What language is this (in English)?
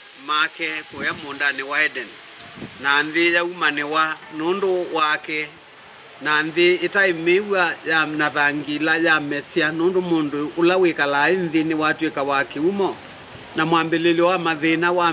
Kamba